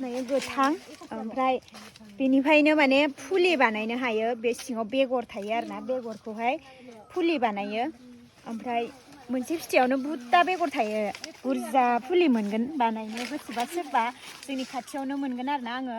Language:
Bodo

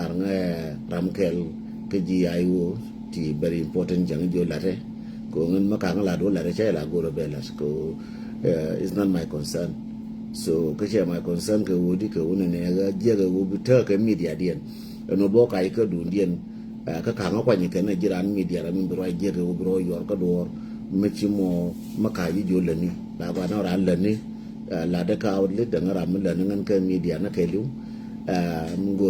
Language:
Nuer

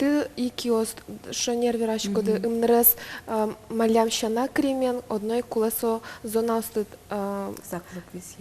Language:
Udmurt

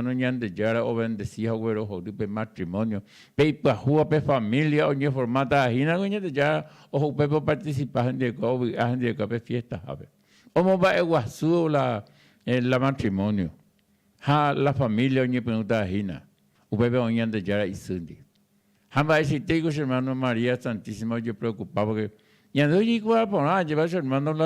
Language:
Guarani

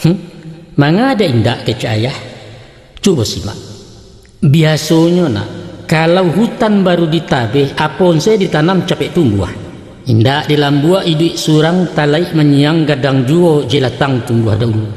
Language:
Minangkabau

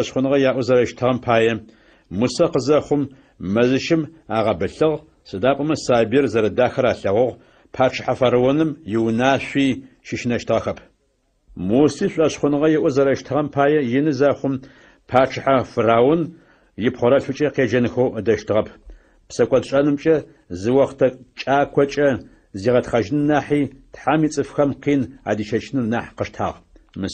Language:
Adyghe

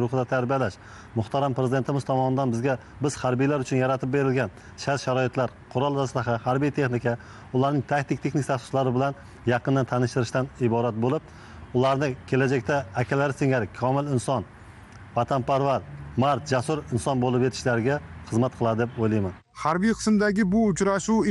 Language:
Uzbek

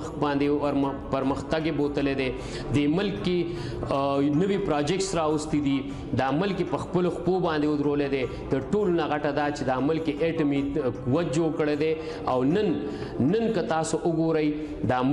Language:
Pashto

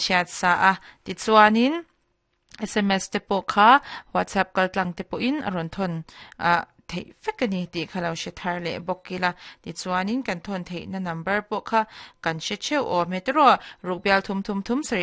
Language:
Mizo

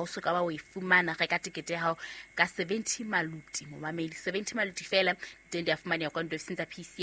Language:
Southern Sotho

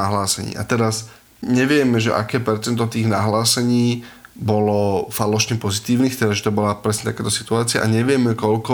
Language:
Slovak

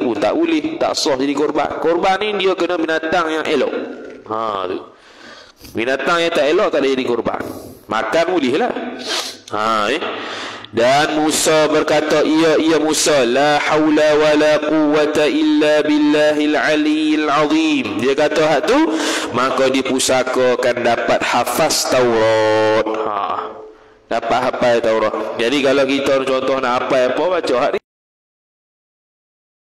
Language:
Malay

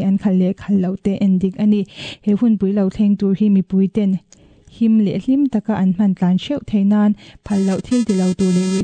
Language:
Mizo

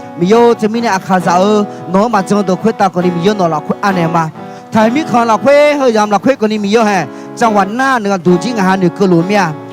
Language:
Akha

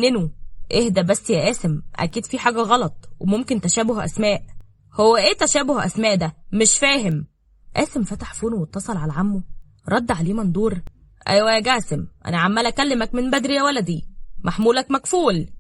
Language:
Egyptian Arabic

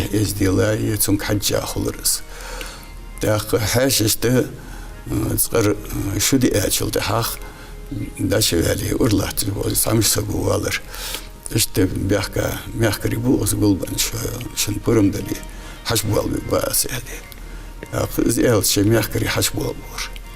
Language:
Ingush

